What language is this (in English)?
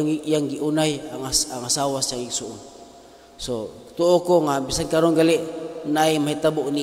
Cebuano